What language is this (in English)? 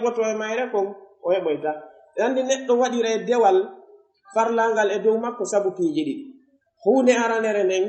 Pular